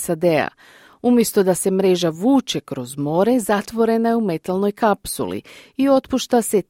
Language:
Croatian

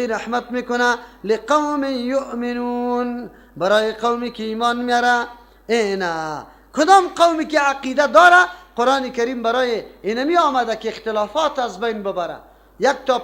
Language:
Persian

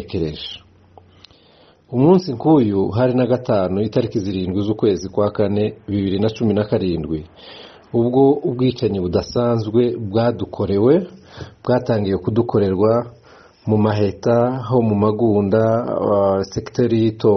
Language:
Kinyarwanda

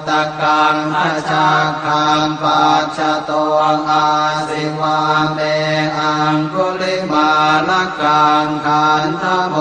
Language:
Pali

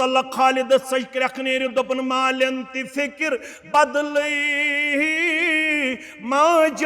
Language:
Kashmiri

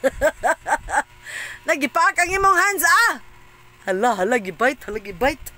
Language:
Cebuano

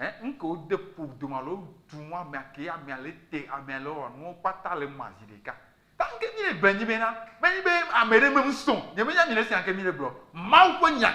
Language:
Ewe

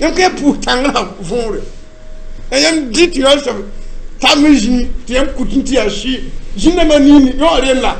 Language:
Mossi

